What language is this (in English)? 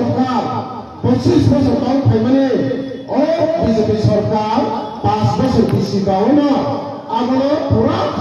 Kok Borok